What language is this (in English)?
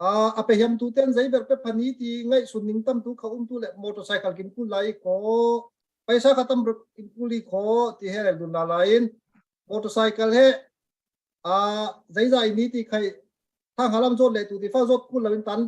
Falam Chin